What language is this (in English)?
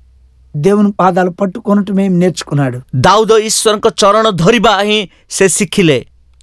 Odia